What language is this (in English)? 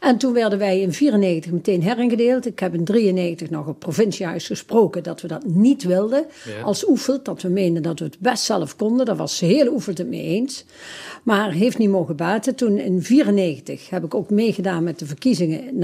Dutch